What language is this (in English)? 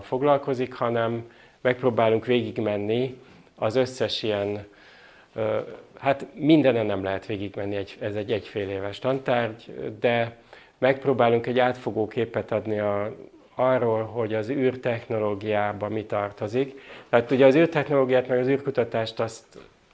Hungarian